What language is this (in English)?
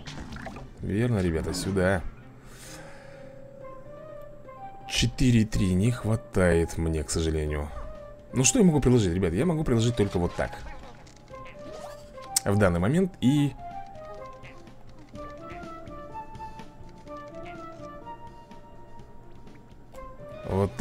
Russian